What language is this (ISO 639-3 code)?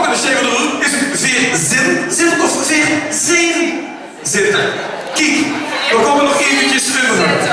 lim